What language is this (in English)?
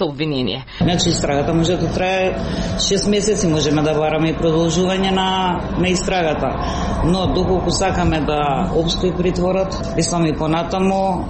Macedonian